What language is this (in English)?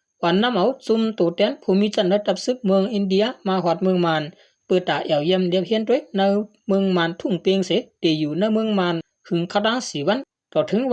Shan